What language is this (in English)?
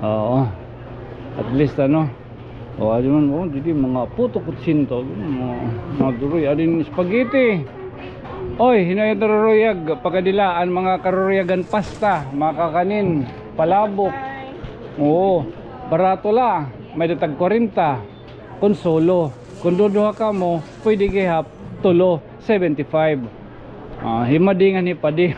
Waray